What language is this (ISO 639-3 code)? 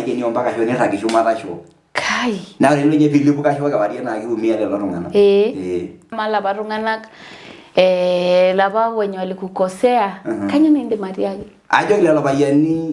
mas